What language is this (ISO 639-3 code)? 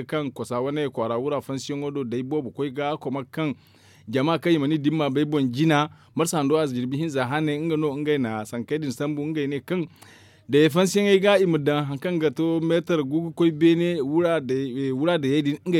dje